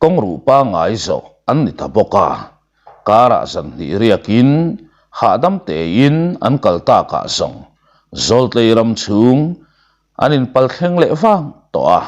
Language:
Mizo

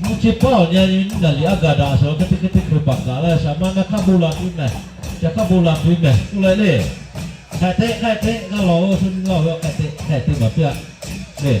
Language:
Lahu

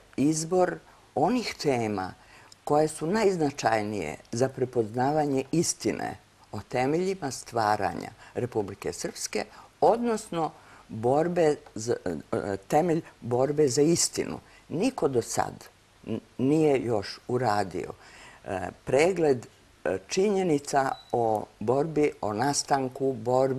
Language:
Serbian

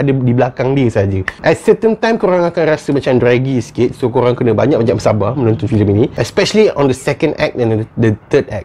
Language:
Malay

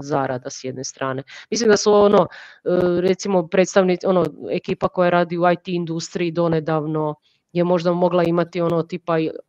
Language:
Croatian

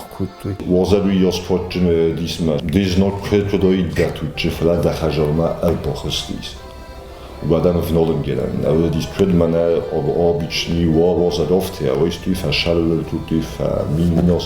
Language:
Ossetic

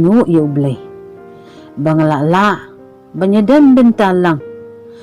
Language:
Khasi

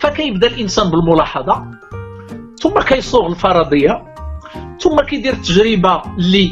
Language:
Moroccan Arabic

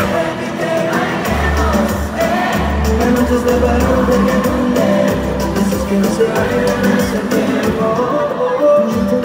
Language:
Spanish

